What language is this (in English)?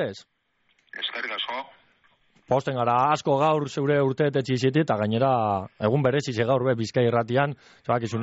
Basque